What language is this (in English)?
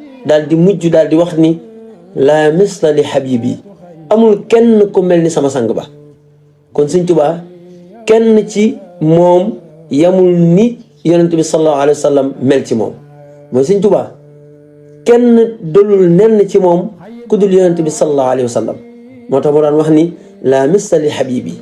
Wolof